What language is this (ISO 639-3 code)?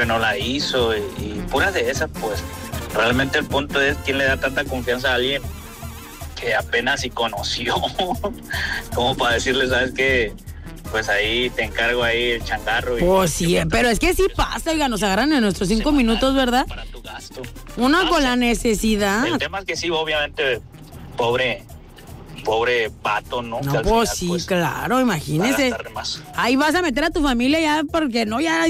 spa